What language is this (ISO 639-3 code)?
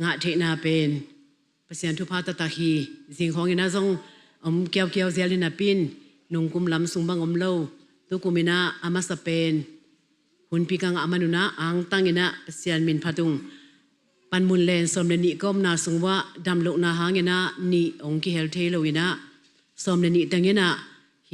ctd